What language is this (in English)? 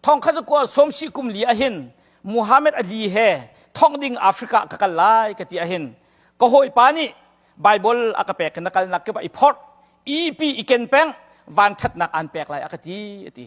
Hakha Chin